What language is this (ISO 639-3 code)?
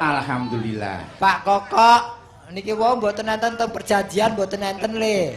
jav